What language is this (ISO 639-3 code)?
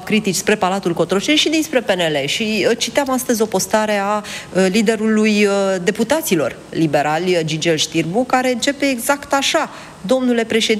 ron